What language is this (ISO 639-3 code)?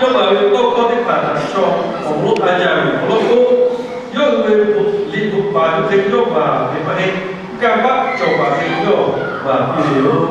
lhu